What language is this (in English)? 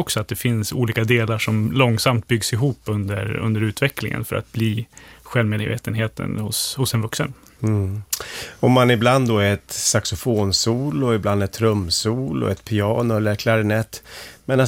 Swedish